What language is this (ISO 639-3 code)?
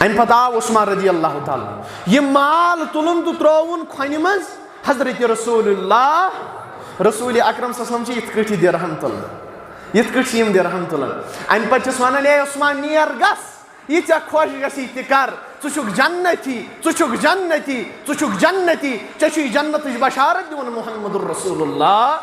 kas